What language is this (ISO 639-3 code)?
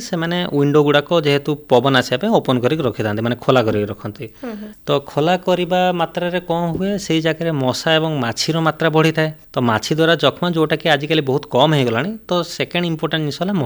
ori